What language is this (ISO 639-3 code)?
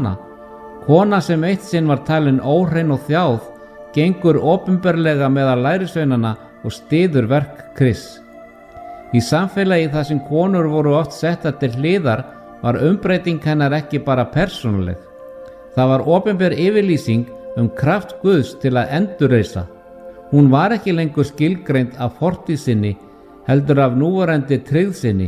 isl